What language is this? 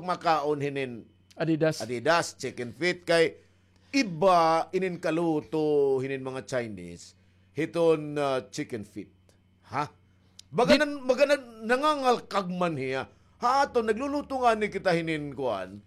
Waray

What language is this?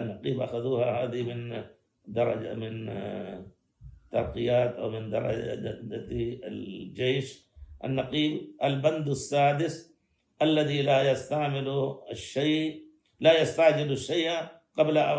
Arabic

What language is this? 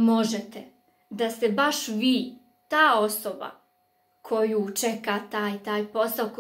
Croatian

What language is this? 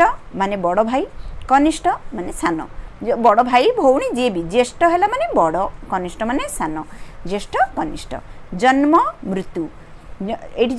Odia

